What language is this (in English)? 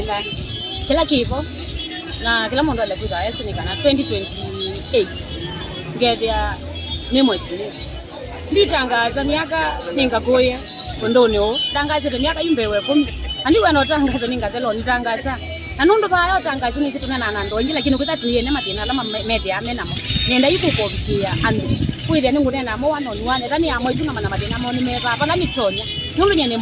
Kamba